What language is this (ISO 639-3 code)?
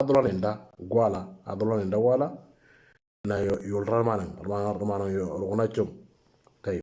mor